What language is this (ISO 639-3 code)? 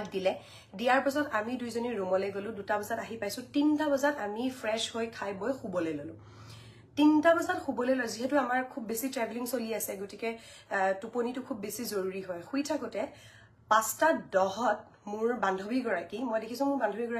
asm